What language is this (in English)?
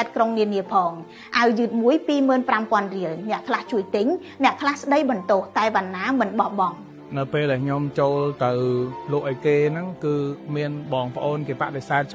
Khmer